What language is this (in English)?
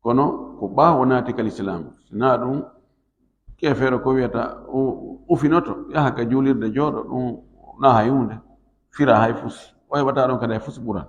Fula